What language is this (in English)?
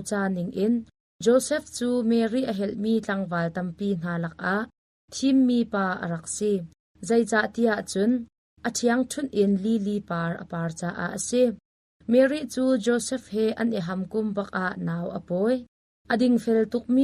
Hakha Chin